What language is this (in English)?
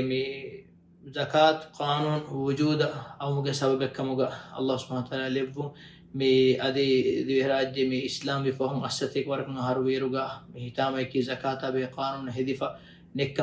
Divehi